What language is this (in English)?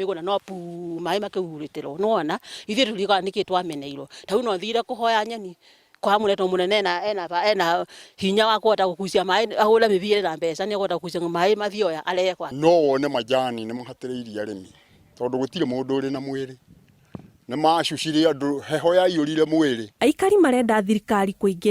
Kikuyu